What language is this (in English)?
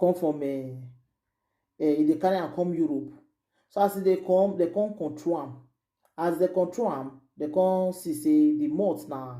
Nigerian Pidgin